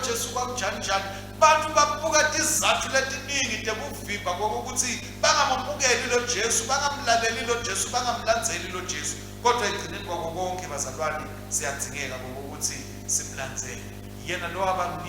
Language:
Swati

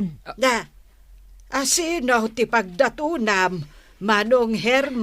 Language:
Iloko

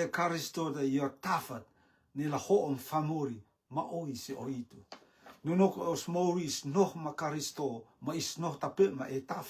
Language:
Rotuman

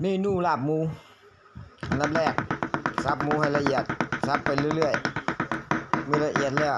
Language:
Lao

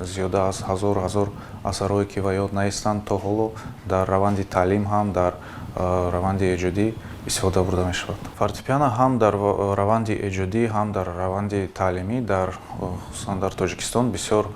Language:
Tajik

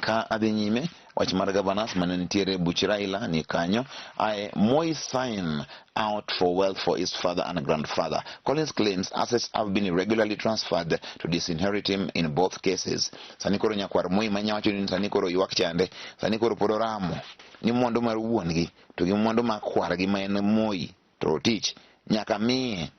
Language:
Luo (Kenya and Tanzania)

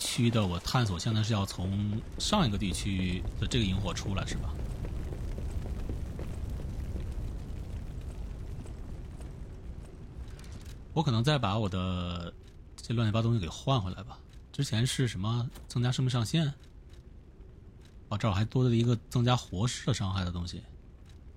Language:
Chinese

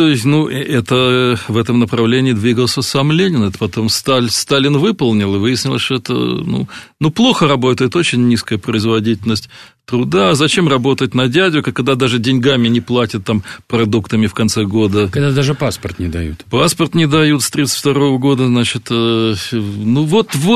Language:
Russian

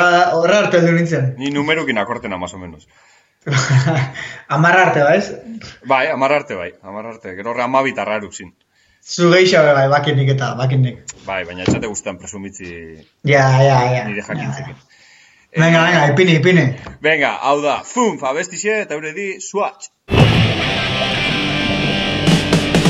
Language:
Basque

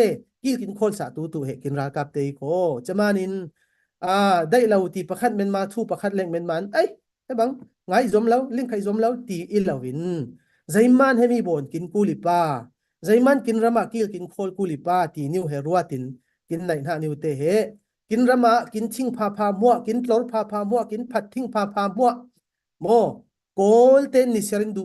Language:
Falam Chin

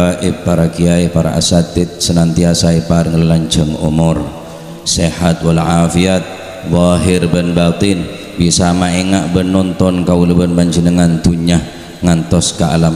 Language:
Madurese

